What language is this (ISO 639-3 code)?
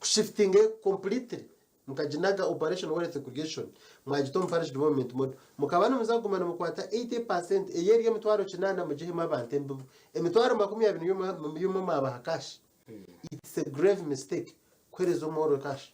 nyn